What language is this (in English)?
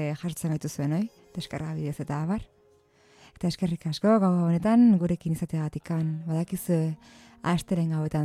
Basque